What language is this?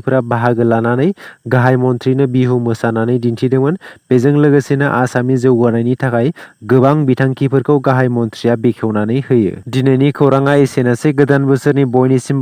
Bodo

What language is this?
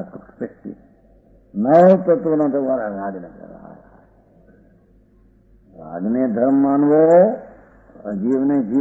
Gujarati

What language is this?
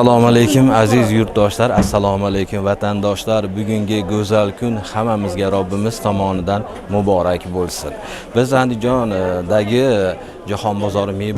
Uzbek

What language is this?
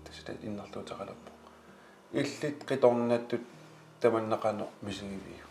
Kalaallisut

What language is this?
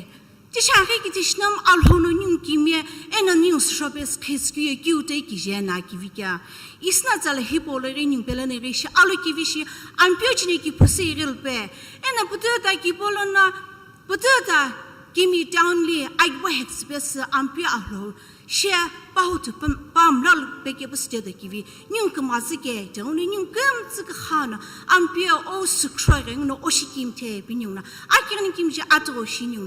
Sumi Naga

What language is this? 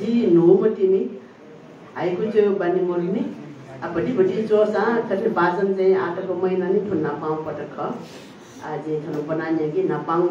Newari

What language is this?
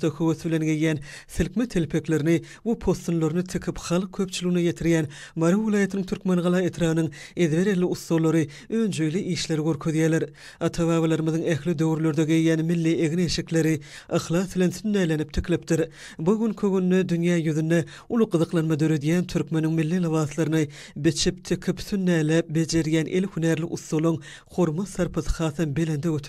Turkmen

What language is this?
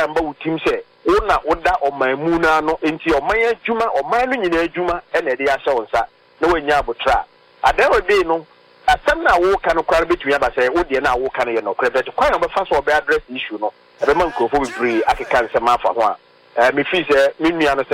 Akan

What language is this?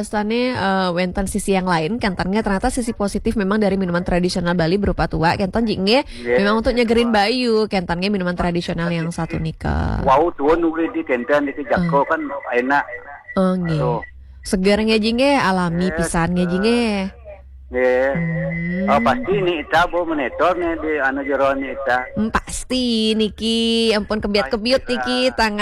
Balinese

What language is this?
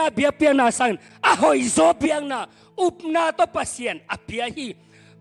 Tedim Chin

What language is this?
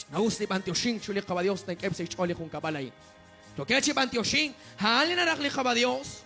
Kekchí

